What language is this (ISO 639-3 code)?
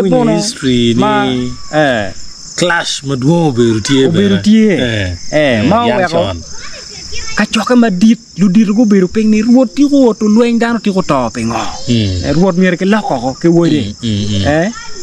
ach